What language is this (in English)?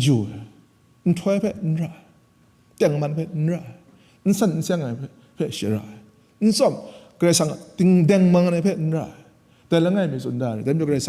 Kachin